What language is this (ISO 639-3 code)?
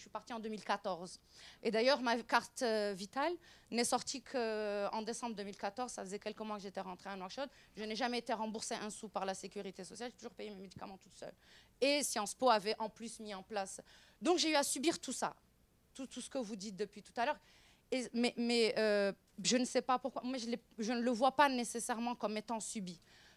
fra